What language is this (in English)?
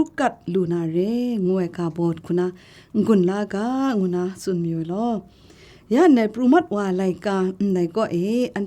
Kachin